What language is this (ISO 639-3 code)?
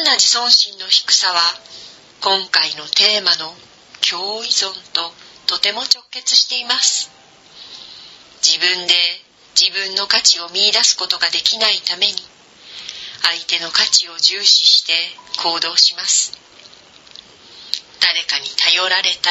jpn